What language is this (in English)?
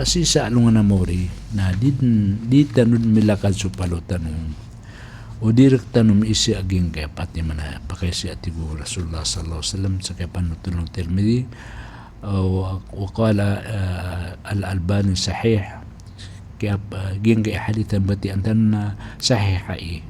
Maranao